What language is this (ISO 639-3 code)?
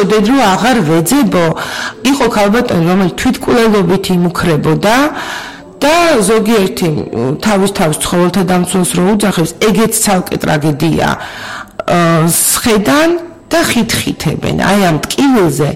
kat